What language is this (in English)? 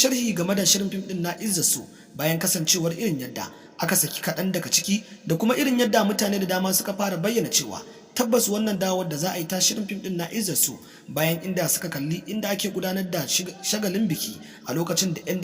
Hausa